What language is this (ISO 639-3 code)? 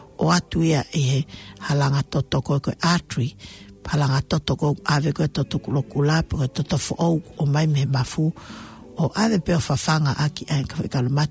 ton